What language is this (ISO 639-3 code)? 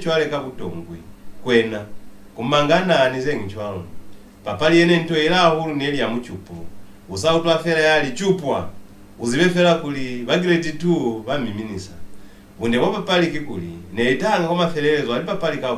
loz